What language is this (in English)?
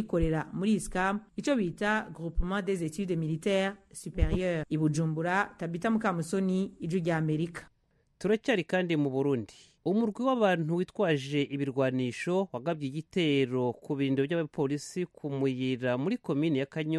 Kinyarwanda